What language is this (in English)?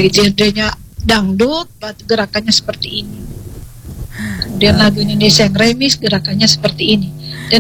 Indonesian